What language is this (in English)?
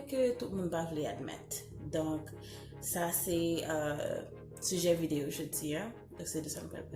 Haitian Creole